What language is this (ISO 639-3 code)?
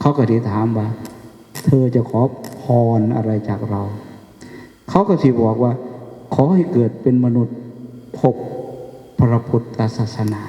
tts